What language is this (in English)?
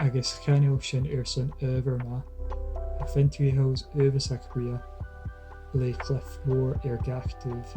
Scottish Gaelic